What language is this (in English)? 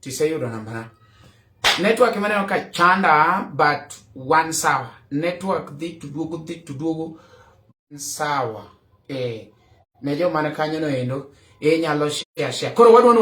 Luo (Kenya and Tanzania)